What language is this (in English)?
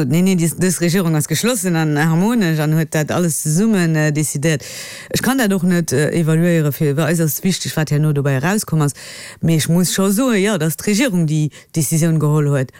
Luxembourgish